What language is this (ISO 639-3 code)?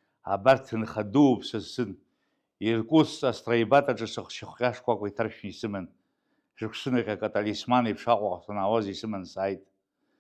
abk